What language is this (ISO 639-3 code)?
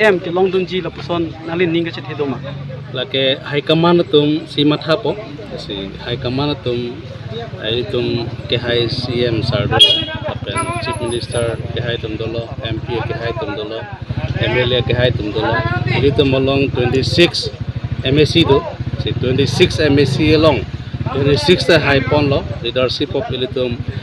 mjw